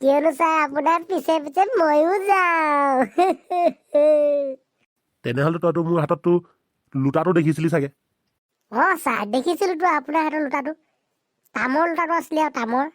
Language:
Assamese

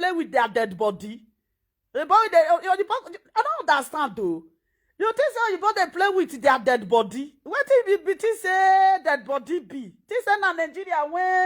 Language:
Nigerian Pidgin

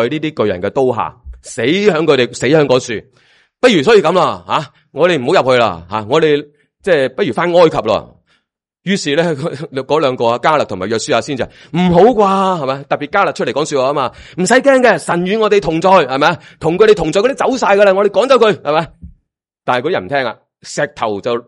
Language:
Cantonese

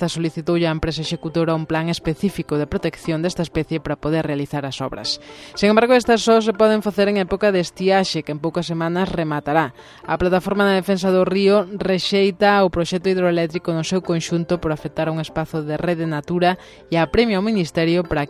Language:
Galician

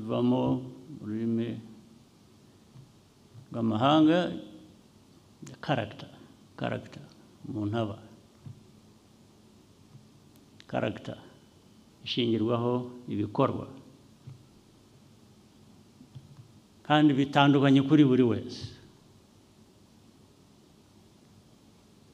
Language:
Kinyarwanda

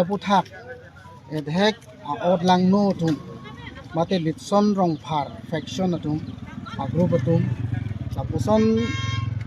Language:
Karbi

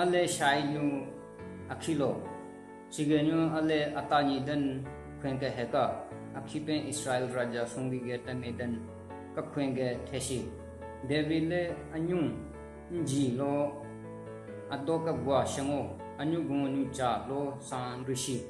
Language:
Southern Rengma Naga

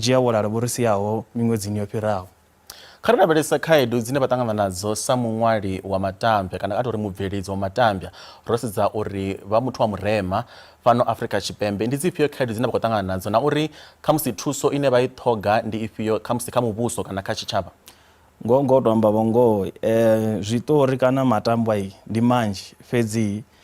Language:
Venda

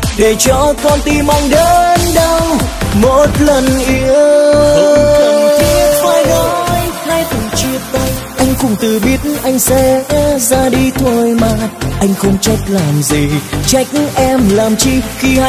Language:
Vietnamese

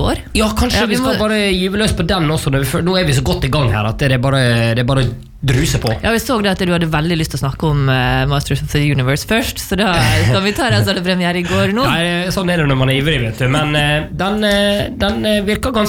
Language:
Norwegian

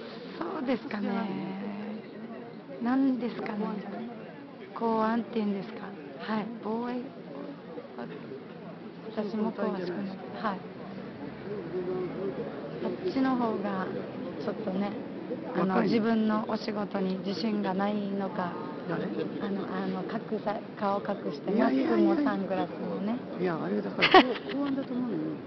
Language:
Japanese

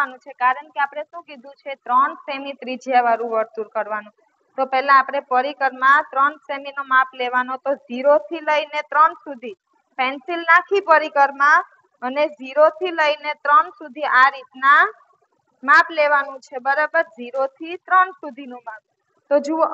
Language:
Gujarati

